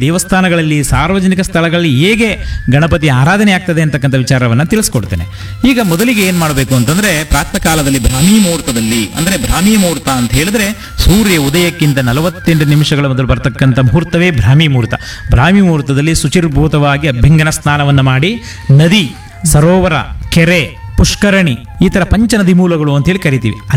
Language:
Kannada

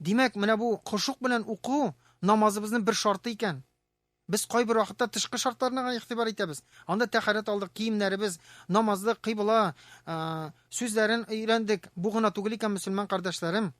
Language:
Tatar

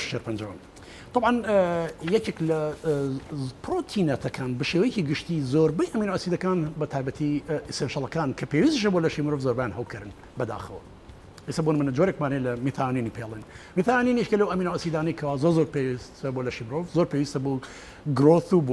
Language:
Central Kurdish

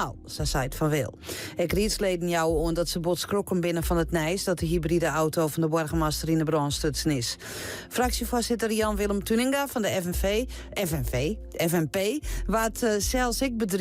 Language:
Western Frisian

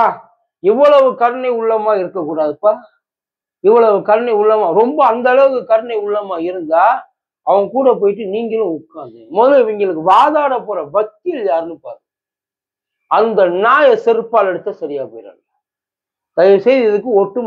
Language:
Tamil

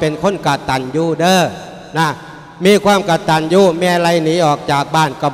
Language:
Lao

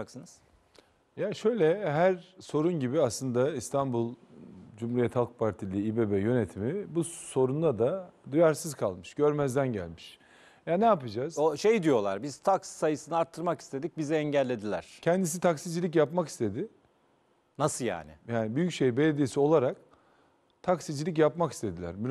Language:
Turkish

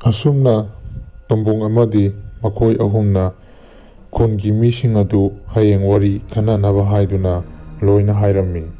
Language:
Manipuri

